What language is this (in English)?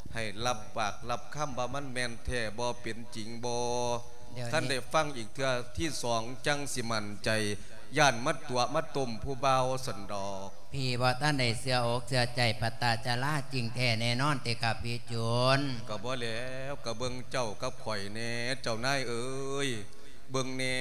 Lao